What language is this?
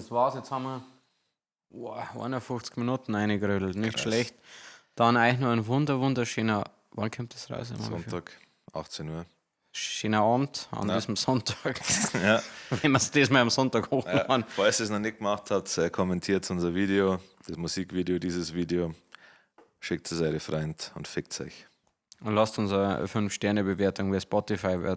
Bavarian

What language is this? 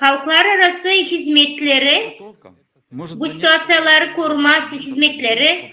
Gagauz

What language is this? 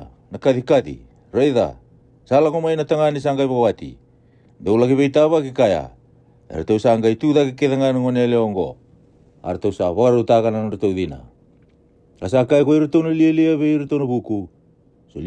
Fijian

